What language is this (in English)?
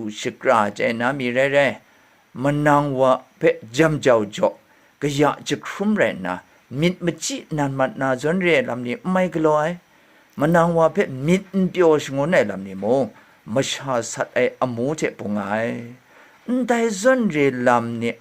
Kachin